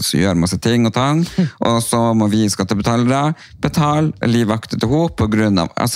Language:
Norwegian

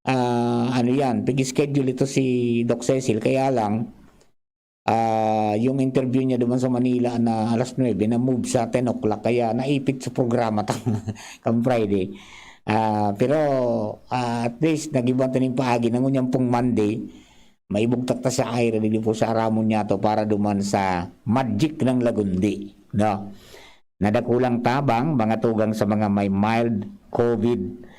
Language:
Bikol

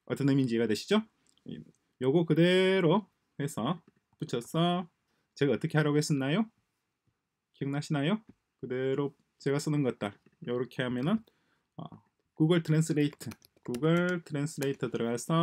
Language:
Korean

